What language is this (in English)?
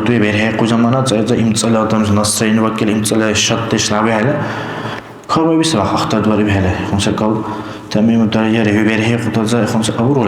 Dargwa